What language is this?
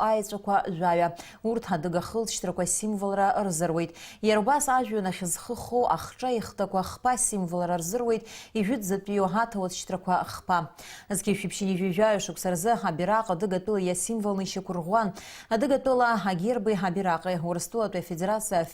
Abkhazian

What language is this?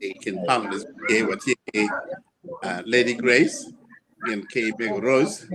Acoli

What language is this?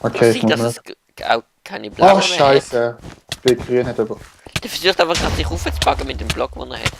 Swiss German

